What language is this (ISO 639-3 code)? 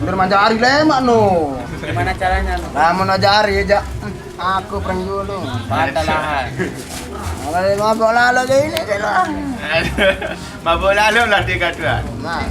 sas